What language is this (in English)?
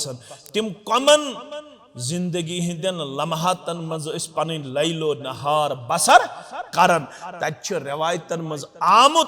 Kashmiri